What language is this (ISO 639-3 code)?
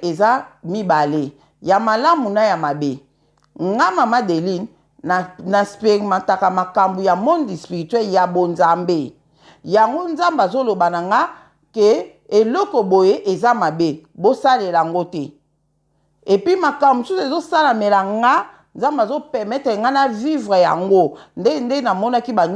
lin